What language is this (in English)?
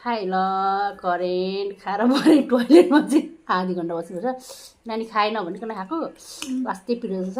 Nepali